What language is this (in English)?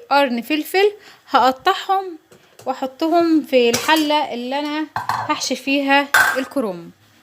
Egyptian Arabic